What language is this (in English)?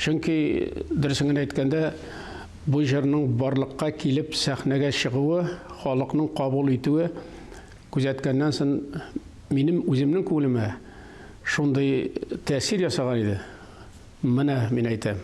Tatar